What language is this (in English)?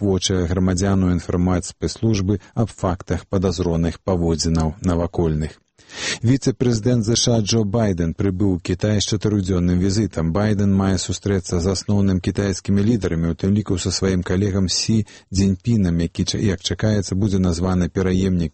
Belarusian